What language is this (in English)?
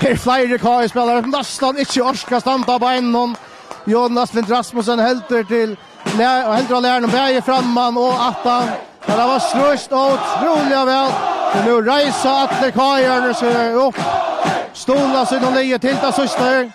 Faroese